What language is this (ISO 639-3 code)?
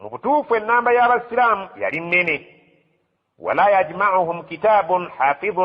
lug